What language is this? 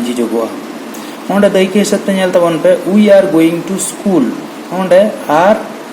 Santali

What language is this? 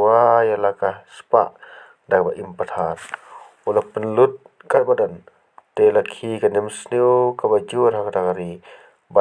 Khasi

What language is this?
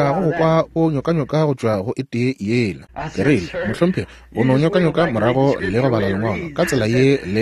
Northern Sotho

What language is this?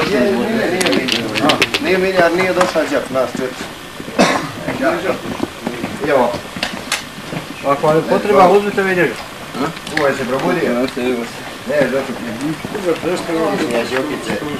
Croatian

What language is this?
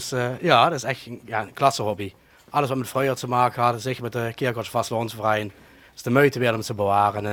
Limburgish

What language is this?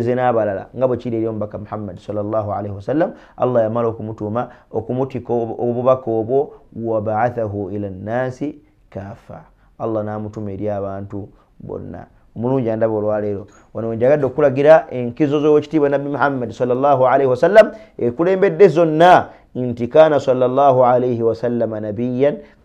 Ganda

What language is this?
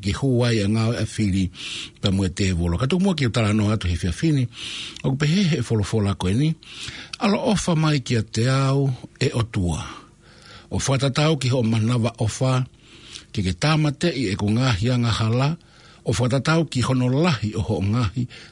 Tongan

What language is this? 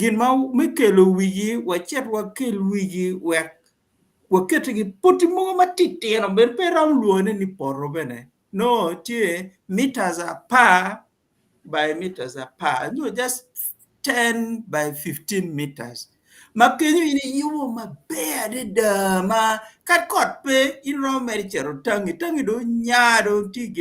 Acoli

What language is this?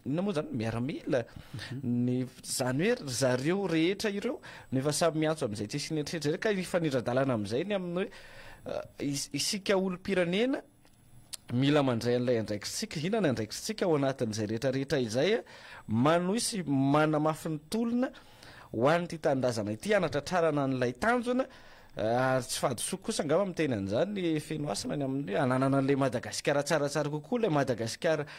Malagasy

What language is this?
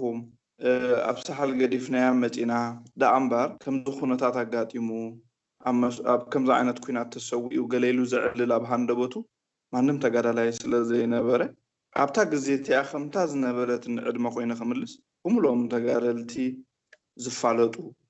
Tigrinya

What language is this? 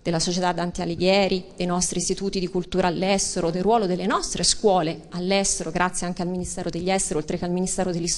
Italian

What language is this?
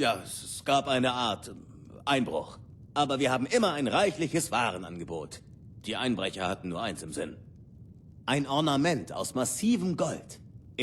Bavarian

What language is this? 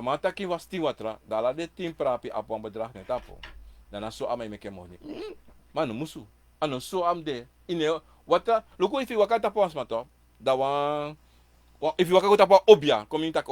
Sranan Tongo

